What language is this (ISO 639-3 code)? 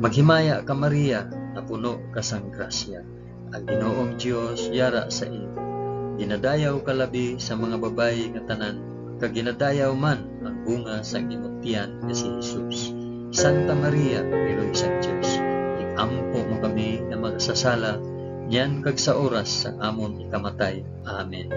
hil